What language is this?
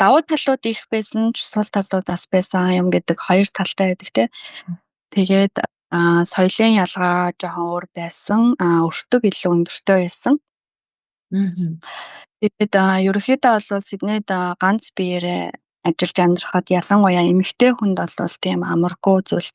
Mongolian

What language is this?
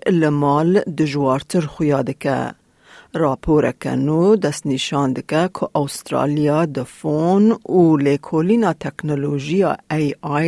Kurdish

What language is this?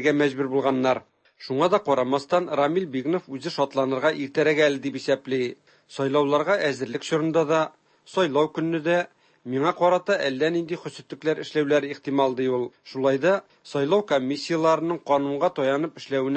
Tatar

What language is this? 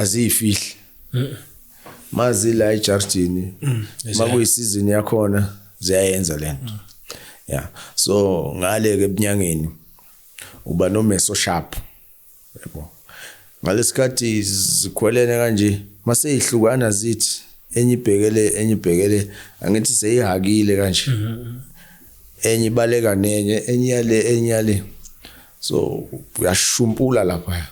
Zulu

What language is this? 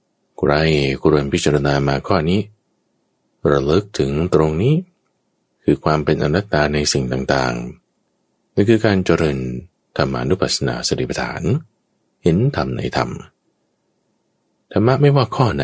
Thai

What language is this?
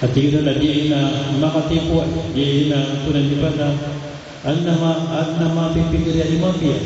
Maranao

